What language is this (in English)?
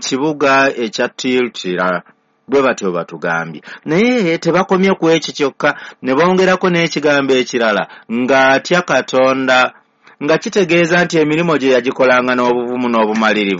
Ganda